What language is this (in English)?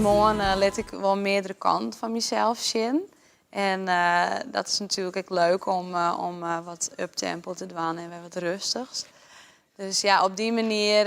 Western Frisian